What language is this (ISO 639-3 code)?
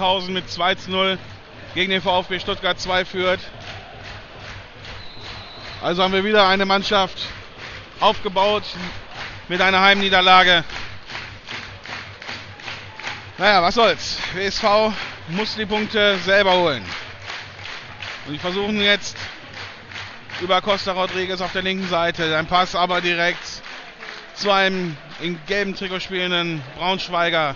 deu